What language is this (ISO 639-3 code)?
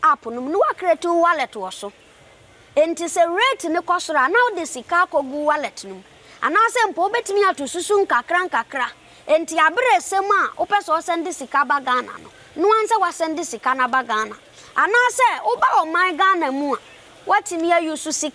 aka